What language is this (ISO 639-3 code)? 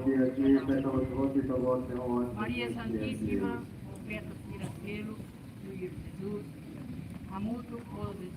tet